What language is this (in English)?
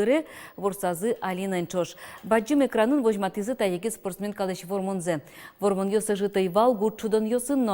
Udmurt